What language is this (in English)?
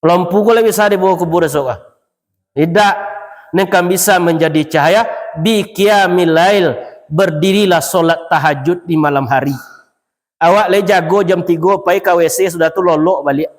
Minangkabau